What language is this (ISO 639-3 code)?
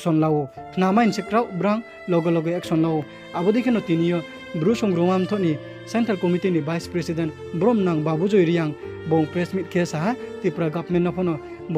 ria